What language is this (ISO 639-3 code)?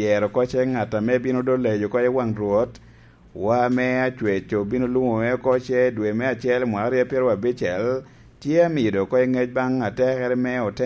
laj